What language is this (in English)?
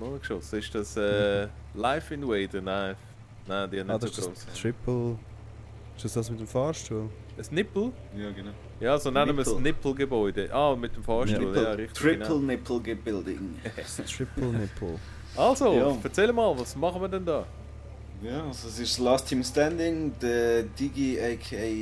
Swiss German